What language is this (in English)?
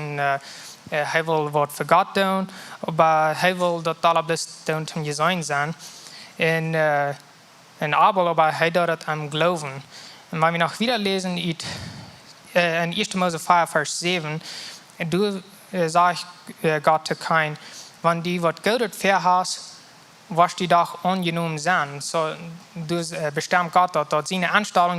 Plautdietsch